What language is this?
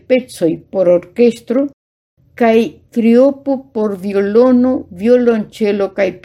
Esperanto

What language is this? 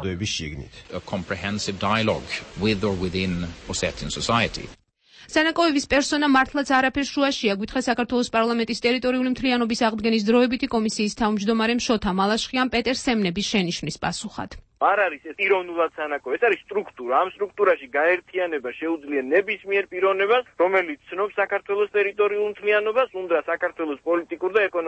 Georgian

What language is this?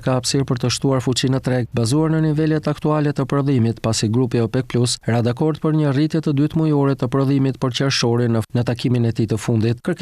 Albanian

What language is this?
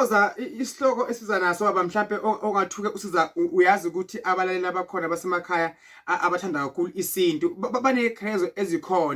Zulu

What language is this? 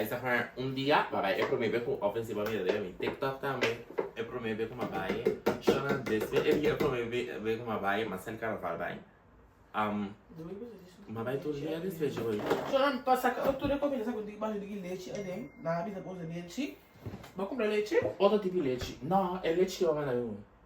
Papiamento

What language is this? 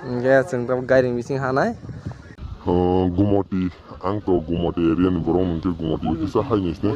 Kok Borok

